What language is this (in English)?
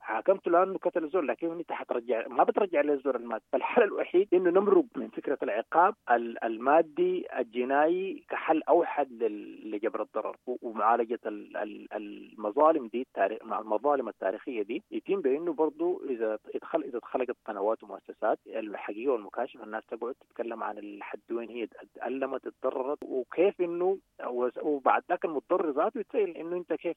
Sudanese Arabic